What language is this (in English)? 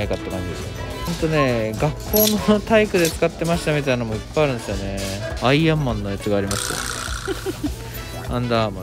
Japanese